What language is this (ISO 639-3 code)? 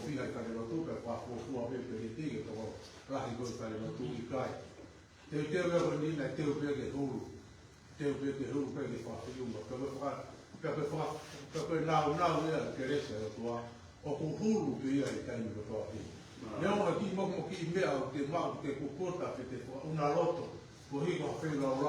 ton